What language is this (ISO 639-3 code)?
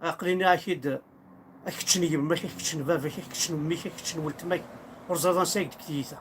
kab